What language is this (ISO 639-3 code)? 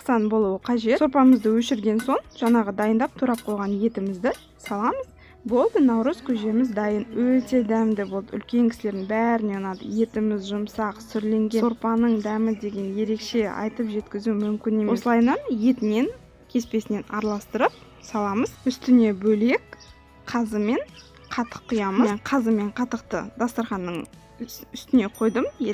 kaz